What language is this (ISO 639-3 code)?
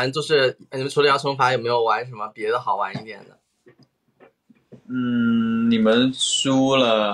zho